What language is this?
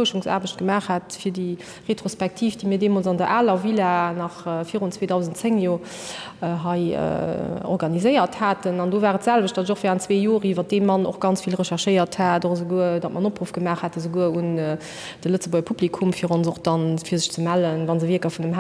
Luxembourgish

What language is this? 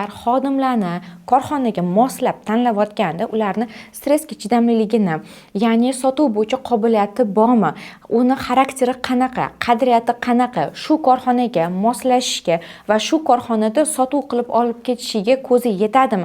Uzbek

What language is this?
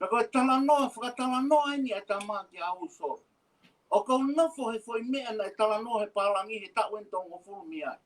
Tongan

